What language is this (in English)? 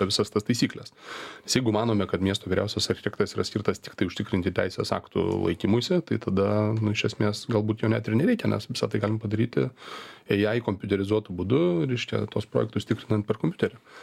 Lithuanian